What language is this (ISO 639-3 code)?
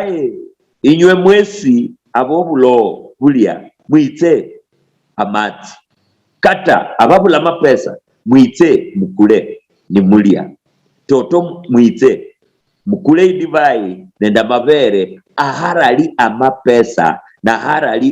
luy